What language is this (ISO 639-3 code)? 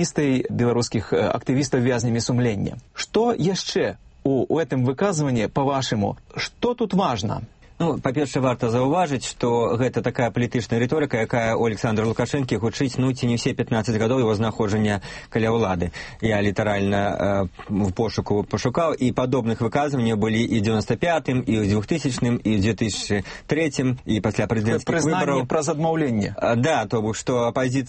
bel